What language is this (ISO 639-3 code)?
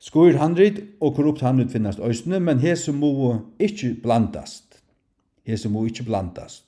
fao